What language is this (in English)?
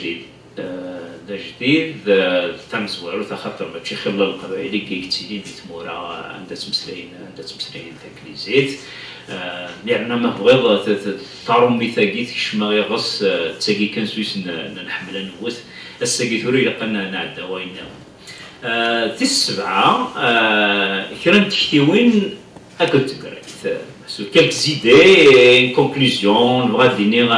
Kabyle